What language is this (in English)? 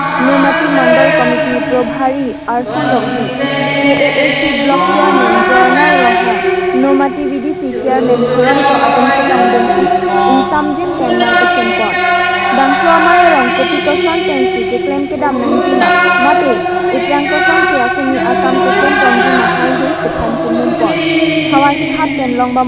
Karbi